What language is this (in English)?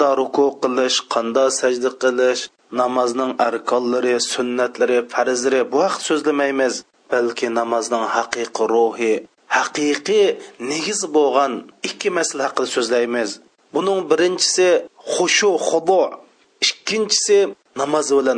Uyghur